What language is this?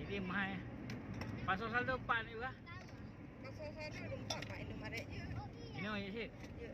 Achinese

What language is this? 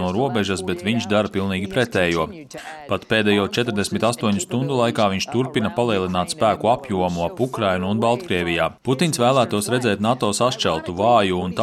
Latvian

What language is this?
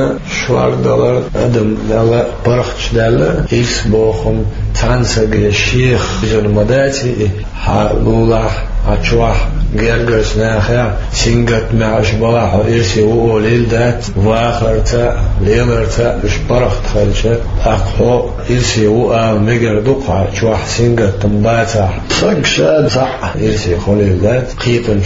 Chechen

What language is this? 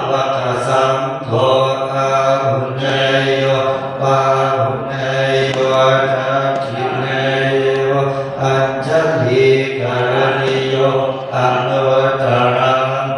Pali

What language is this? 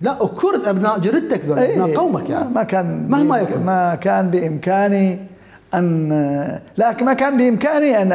Mesopotamian Arabic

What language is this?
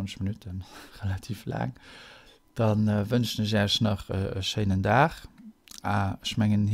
Luxembourgish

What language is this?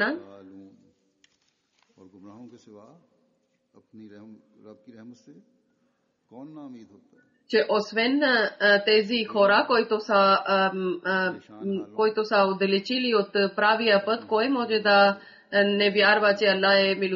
Bulgarian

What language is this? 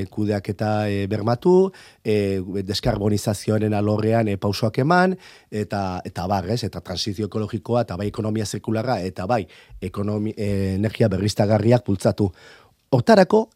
Basque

